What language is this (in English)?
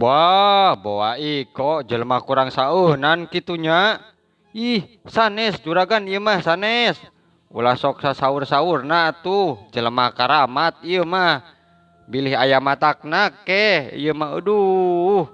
Sundanese